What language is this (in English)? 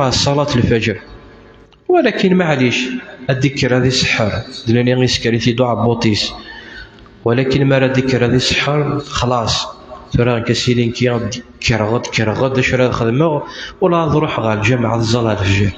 Kabyle